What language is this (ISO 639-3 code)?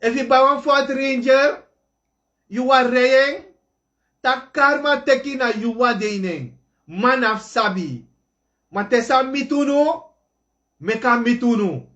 srn